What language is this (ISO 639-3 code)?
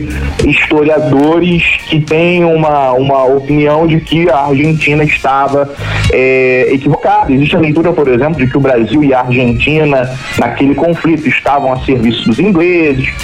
por